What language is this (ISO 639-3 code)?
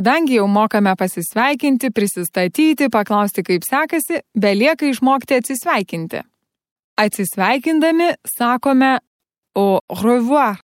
lit